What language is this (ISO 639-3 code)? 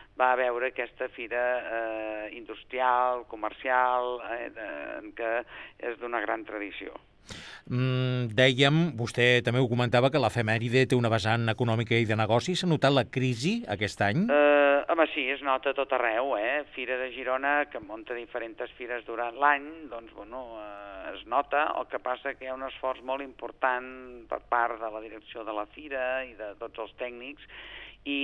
cat